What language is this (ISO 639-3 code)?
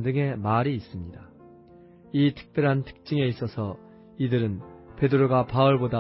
kor